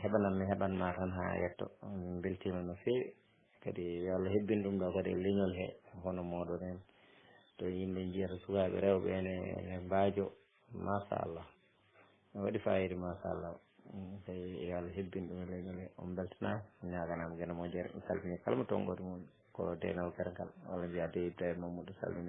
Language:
Fula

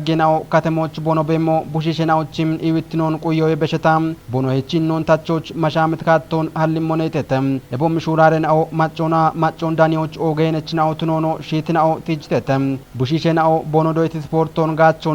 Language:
Kafa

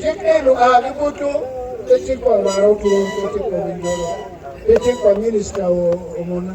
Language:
Acoli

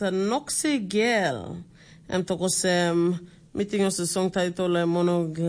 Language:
Tok Pisin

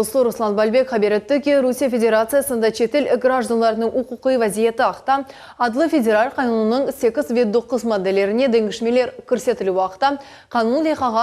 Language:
Crimean Tatar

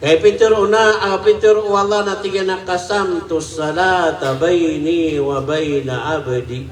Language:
Maranao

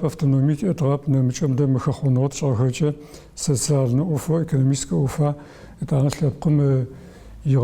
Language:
Adyghe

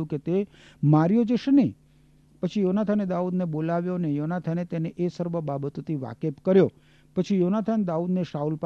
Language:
Gujarati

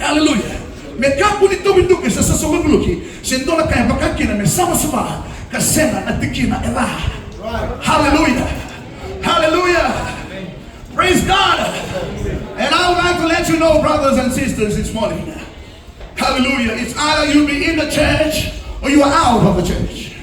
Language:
Fijian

